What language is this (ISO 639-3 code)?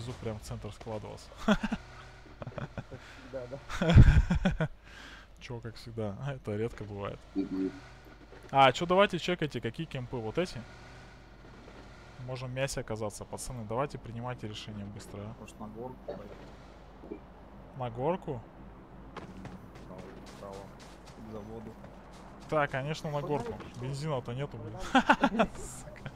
rus